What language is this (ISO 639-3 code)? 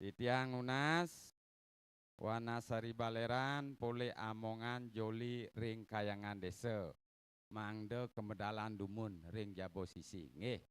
ban